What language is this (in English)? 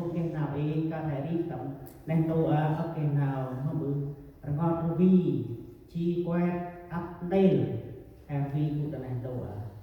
Central Mnong